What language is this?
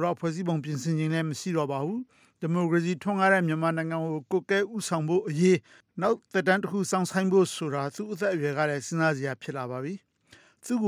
Burmese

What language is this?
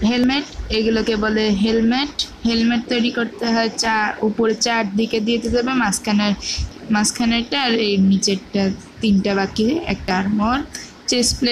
Bangla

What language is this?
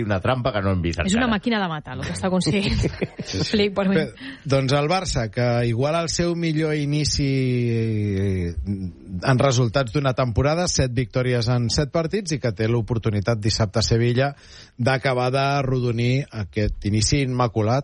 Catalan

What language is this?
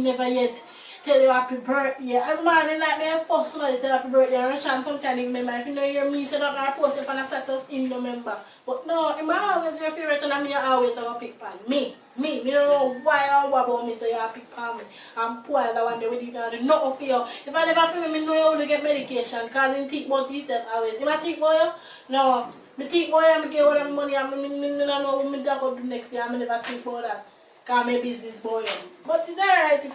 Jamaican Creole English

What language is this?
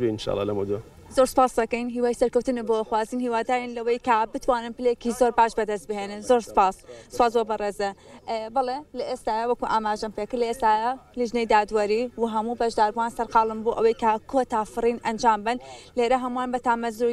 Central Kurdish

